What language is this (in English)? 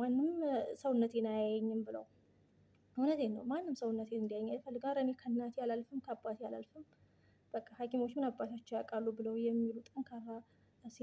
Amharic